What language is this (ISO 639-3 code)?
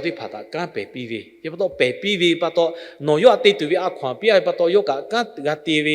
lhu